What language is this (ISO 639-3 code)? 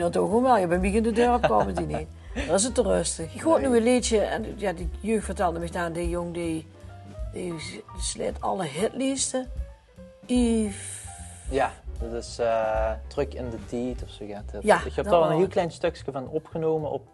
lim